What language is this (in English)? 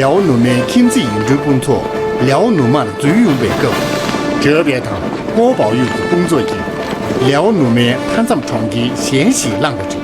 Tibetan